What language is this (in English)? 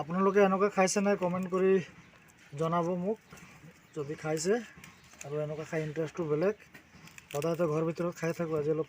Assamese